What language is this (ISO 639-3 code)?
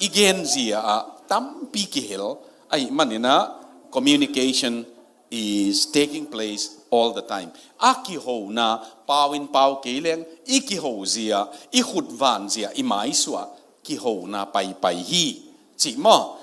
ctd